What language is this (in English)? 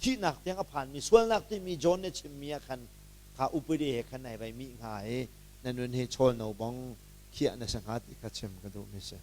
Hakha Chin